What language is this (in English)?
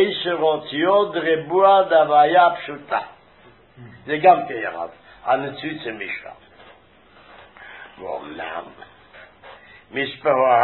Hebrew